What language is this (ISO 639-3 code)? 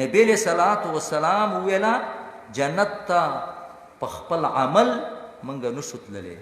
pus